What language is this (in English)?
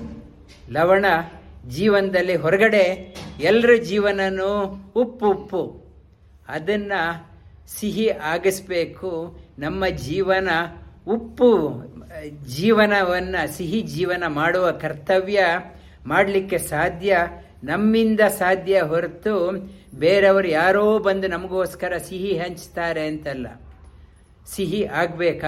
Kannada